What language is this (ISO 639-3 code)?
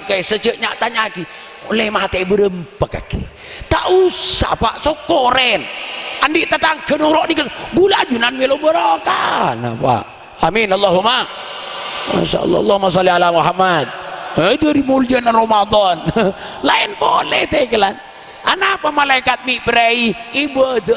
mad